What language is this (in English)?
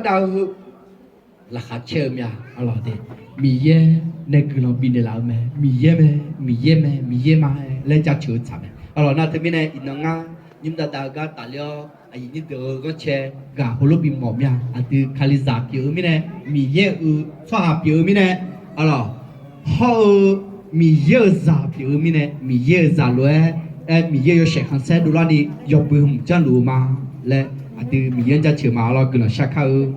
Akha